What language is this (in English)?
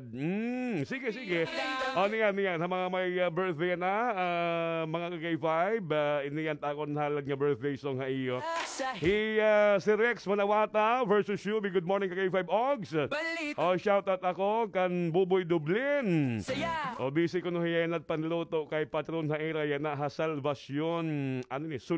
Waray